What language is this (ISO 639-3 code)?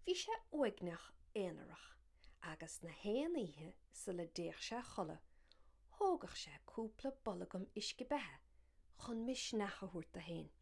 gle